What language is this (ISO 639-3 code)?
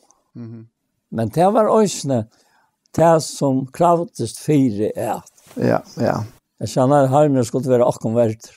fao